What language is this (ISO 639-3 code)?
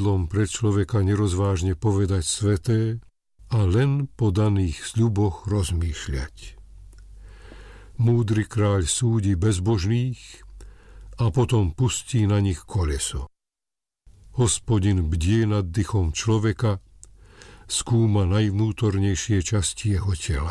slk